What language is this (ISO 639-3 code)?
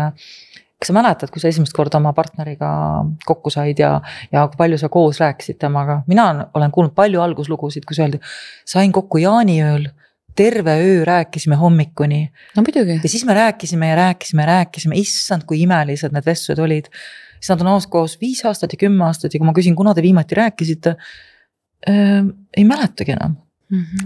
est